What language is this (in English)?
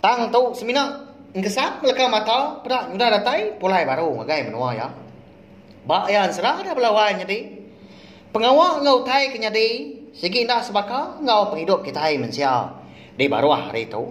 Iban